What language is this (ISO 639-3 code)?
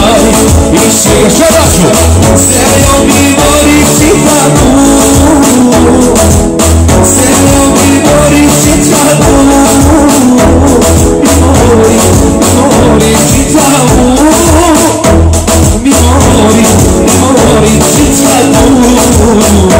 sqi